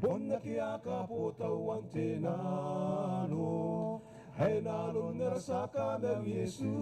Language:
Gilbertese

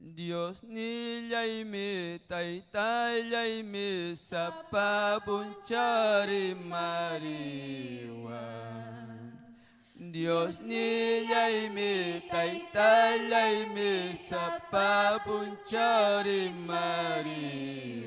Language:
Ayacucho Quechua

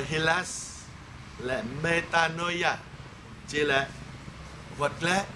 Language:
Jarai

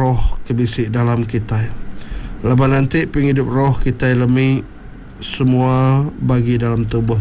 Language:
Iban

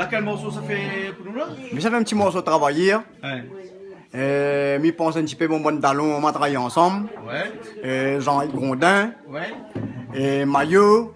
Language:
Réunion Creole French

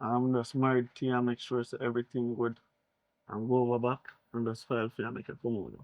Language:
Jamaican Creole English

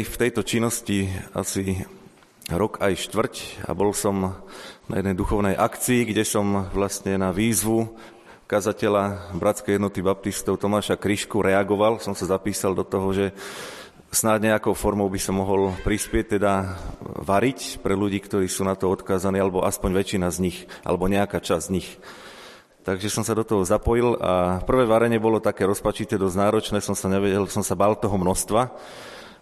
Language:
Slovak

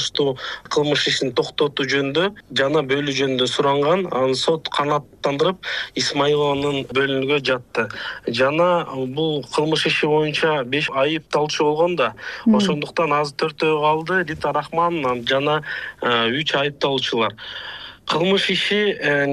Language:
Kyrgyz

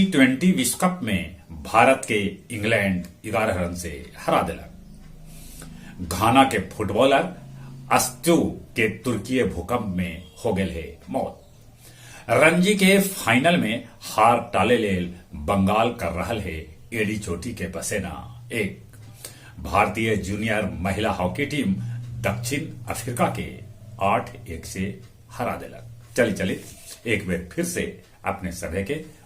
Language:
Magahi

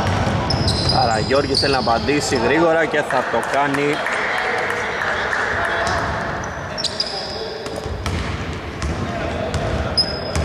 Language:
Greek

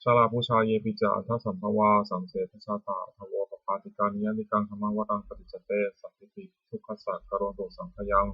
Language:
Pali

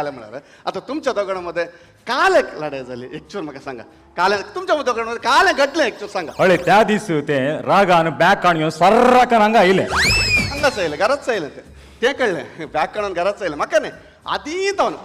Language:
Konkani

